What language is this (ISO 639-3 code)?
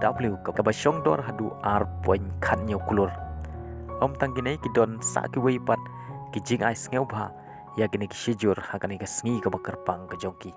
kha